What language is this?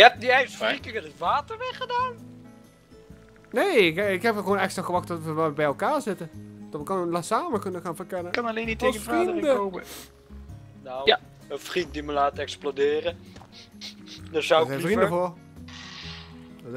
Dutch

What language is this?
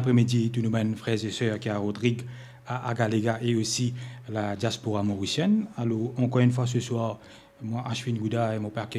Morisyen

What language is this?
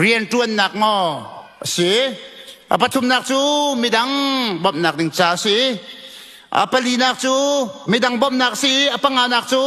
Hakha Chin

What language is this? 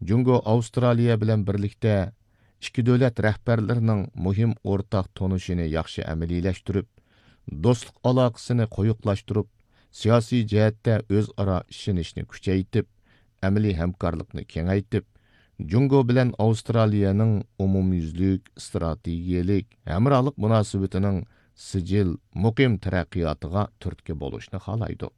Uyghur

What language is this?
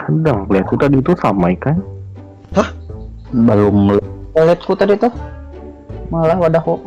Banjar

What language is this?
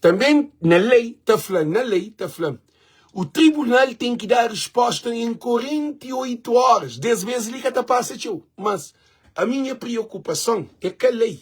Kabuverdianu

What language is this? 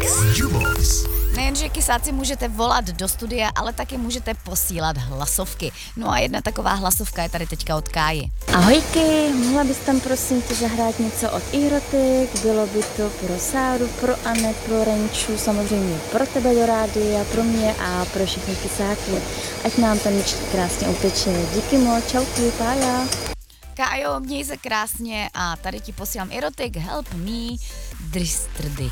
Czech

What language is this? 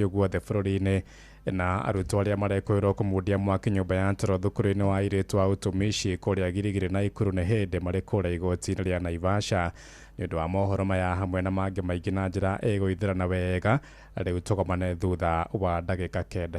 Kikuyu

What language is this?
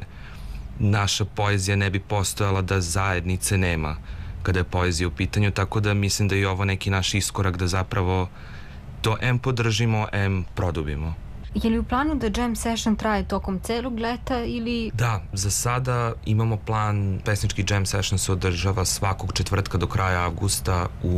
Serbian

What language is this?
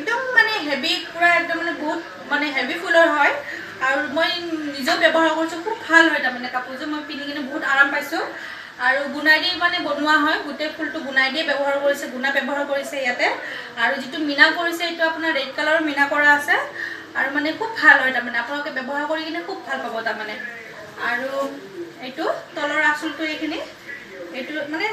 Assamese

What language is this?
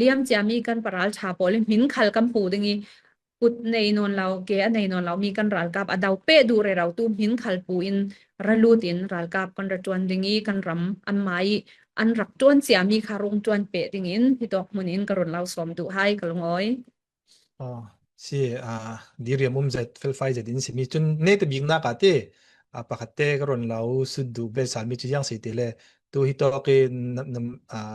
Falam Chin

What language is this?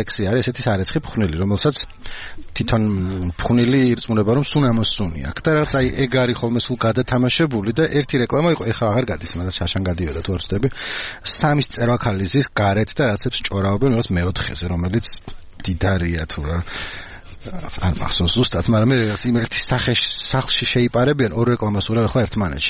Georgian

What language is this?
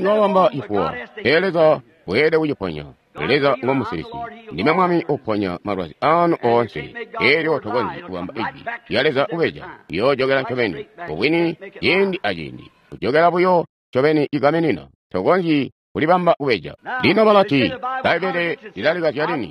Tonga (Zambia)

